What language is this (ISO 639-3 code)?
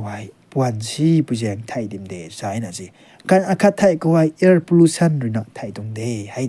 nbu